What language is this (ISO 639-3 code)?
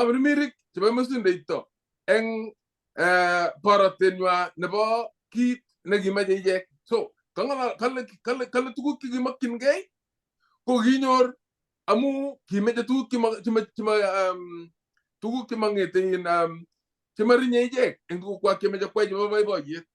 kln